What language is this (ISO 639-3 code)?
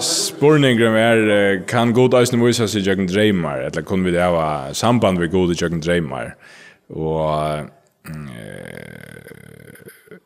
fao